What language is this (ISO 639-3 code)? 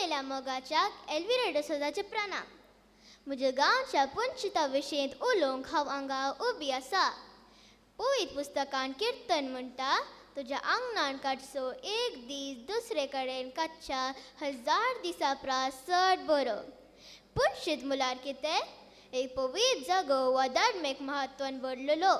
kok